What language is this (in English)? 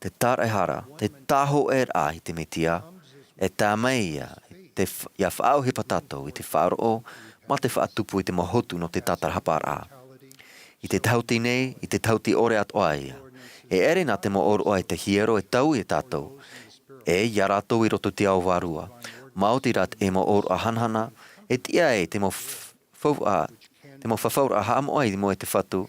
Tahitian